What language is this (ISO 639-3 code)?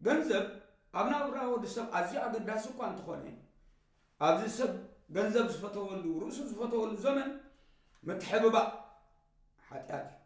tir